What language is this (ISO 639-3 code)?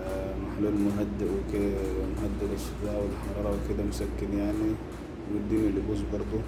arz